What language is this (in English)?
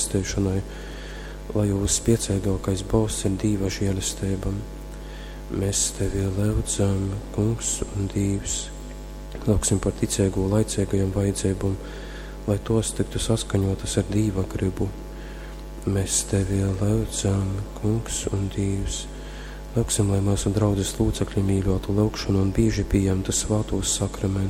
Latgalian